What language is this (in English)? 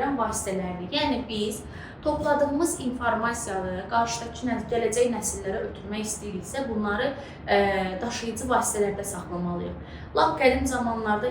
Azerbaijani